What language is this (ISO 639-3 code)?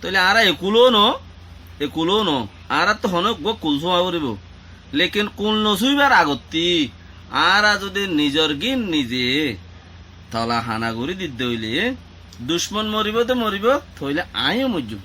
rhg